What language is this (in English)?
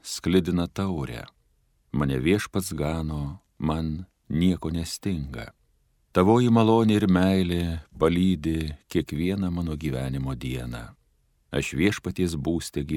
Lithuanian